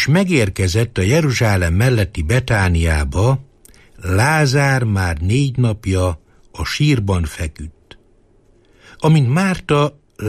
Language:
Hungarian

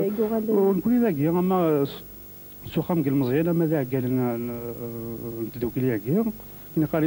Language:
Kabyle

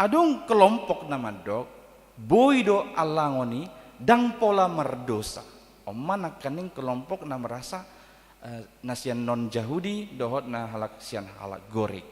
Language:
Batak Toba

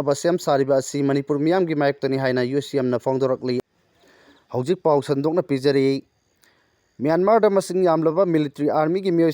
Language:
Manipuri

